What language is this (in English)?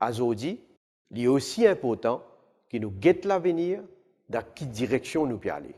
Morisyen